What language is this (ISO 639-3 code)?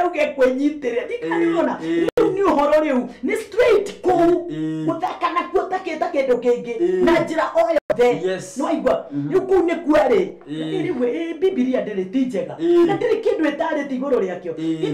kik